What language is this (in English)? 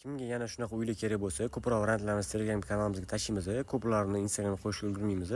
Uzbek